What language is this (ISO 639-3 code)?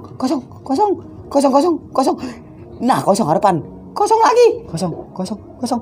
bew